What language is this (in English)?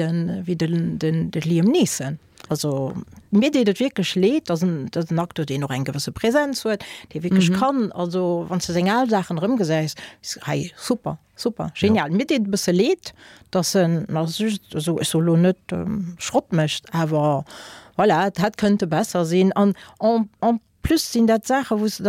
Luxembourgish